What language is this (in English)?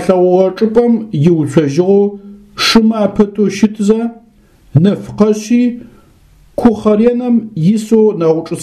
Adyghe